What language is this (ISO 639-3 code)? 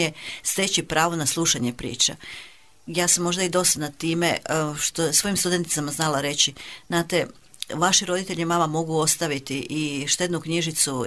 hrv